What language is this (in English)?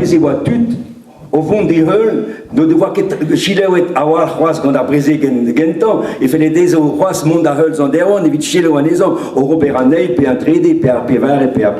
Breton